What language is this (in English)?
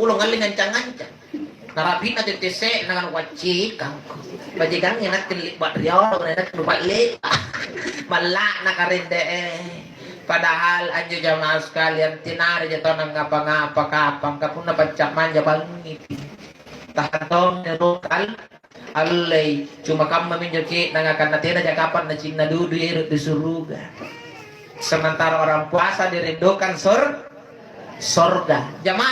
Makasar